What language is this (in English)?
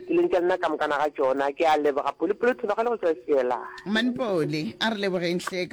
Northern Sotho